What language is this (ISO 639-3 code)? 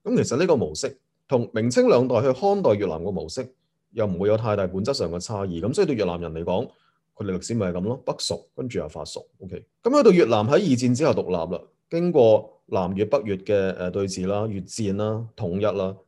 yue